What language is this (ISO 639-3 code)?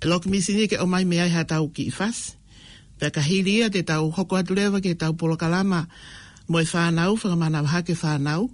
ton